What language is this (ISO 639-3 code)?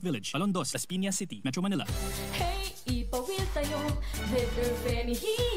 pag